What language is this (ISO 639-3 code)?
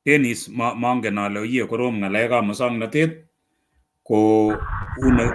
kln